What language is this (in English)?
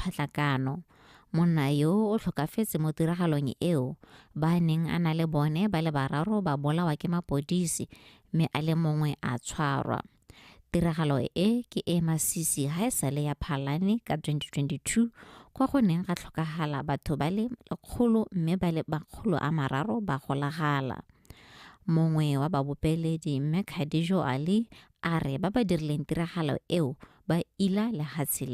Tswana